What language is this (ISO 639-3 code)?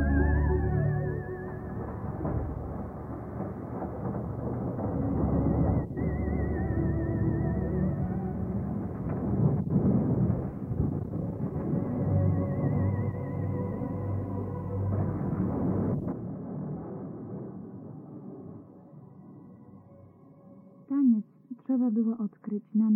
pol